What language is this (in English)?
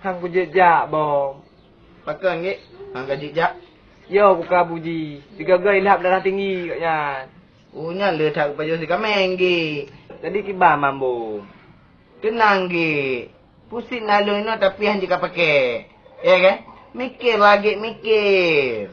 Achinese